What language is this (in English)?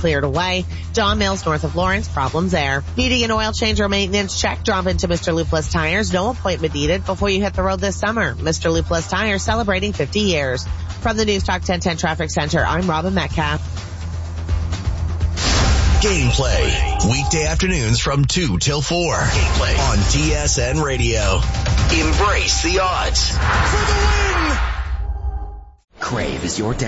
English